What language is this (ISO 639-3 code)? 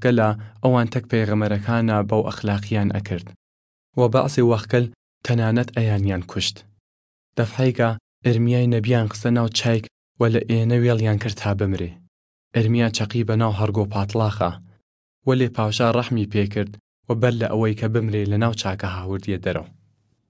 sdh